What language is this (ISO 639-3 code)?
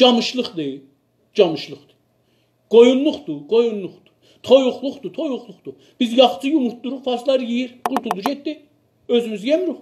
azb